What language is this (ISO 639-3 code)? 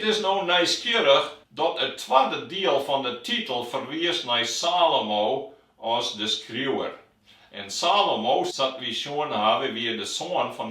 fry